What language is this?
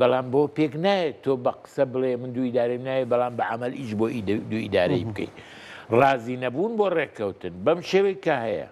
Central Kurdish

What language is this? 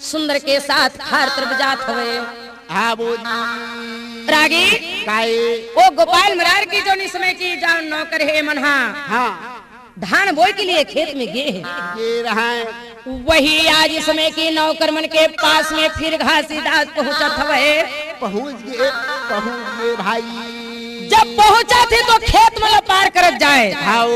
Chhattisgarhi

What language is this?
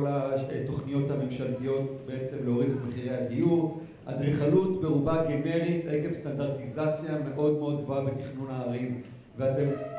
Hebrew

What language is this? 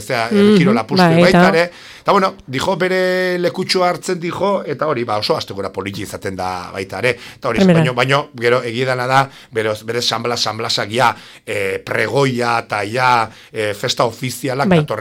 Basque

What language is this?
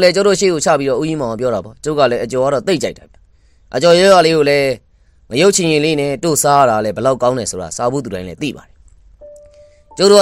Burmese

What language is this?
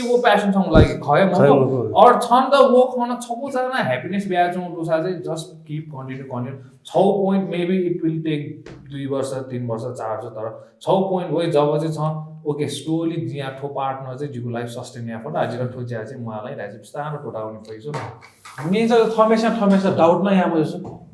Newari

